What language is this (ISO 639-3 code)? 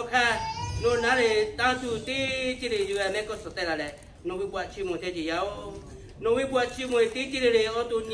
lhu